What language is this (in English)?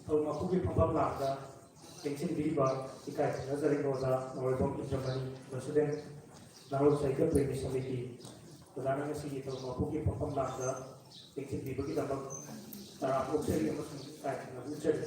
Manipuri